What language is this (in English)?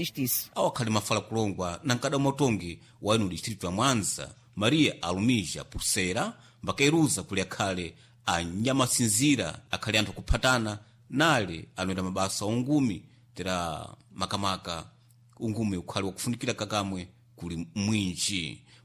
Sena